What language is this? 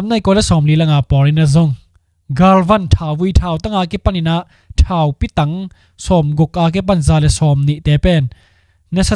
Tedim Chin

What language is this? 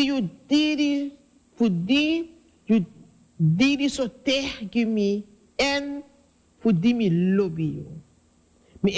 Sranan Tongo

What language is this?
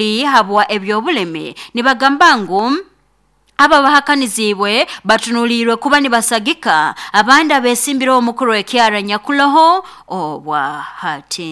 Nyankole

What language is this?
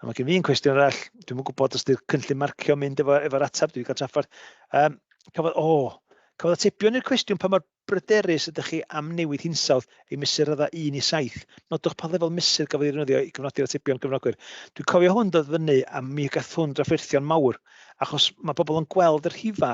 Welsh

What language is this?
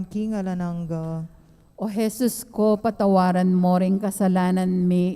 Pampanga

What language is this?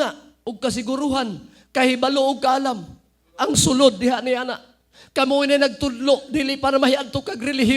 Cebuano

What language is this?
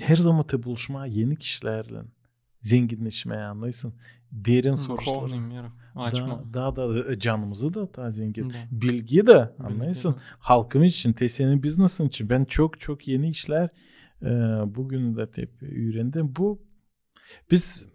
Gagauz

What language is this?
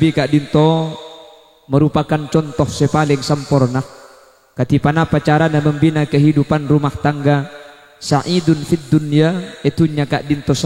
Madurese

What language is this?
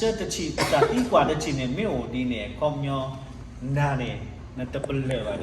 S'gaw Karen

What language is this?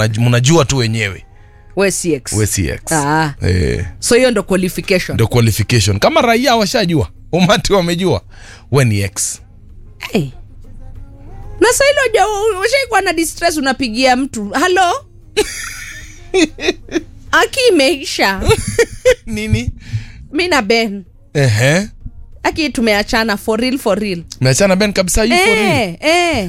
Swahili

